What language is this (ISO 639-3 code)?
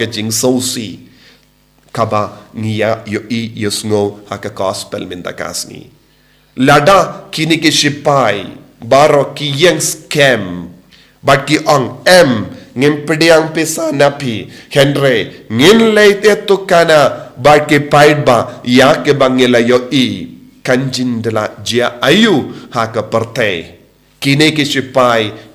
kha